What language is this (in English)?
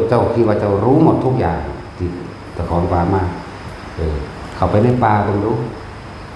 Northeastern Thai